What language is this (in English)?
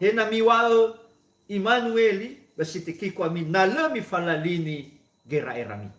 Nias